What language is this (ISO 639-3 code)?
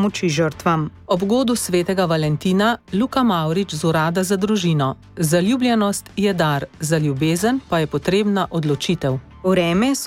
slv